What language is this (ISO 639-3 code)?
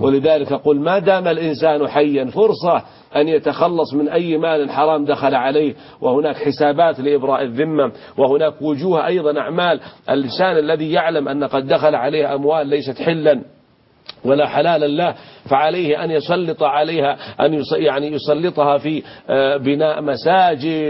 ara